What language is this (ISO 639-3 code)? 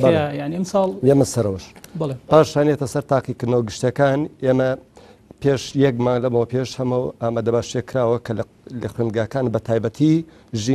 ckb